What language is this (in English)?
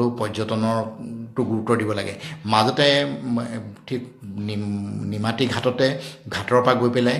Assamese